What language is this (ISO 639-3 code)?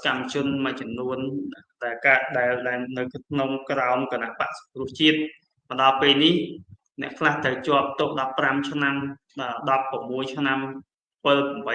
khm